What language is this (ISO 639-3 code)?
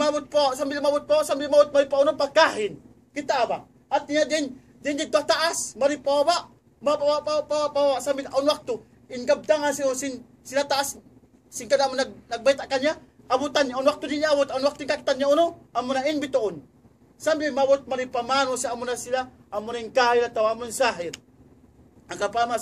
tsg